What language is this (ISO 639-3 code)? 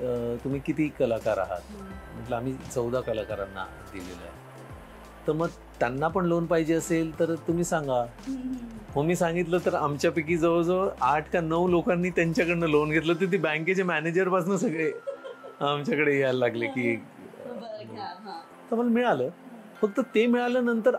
mar